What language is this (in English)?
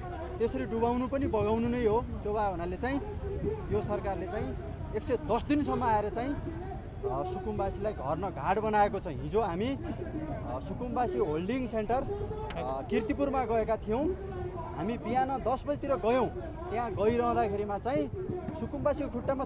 Nepali